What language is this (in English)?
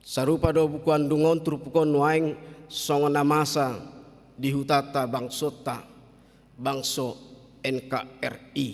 Batak Toba